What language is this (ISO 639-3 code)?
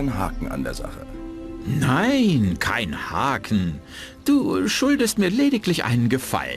bar